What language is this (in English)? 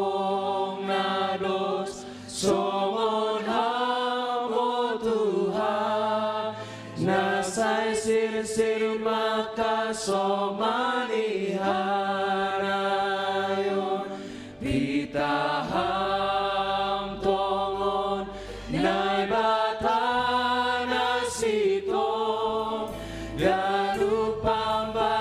Batak Simalungun